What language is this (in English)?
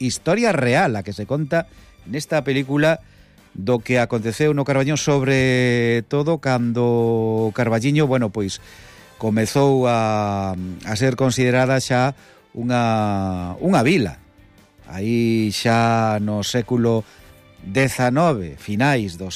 Galician